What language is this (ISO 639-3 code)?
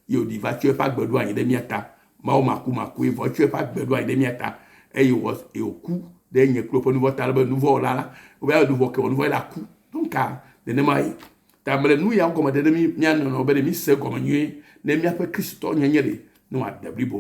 ewe